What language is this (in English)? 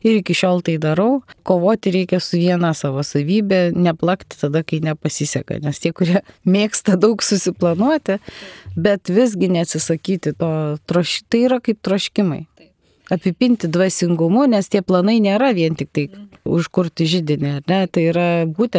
Lithuanian